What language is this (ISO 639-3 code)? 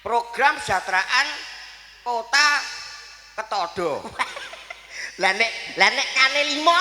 jav